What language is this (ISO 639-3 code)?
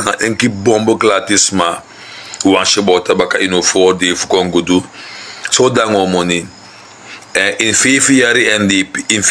srn